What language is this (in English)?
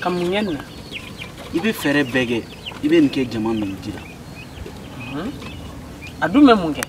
Bambara